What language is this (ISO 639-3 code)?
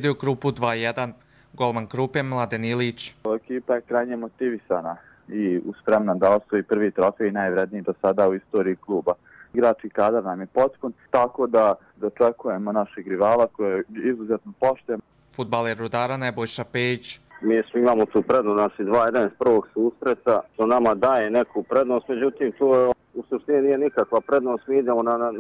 hrv